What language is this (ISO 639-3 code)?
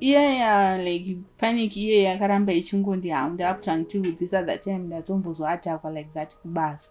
sna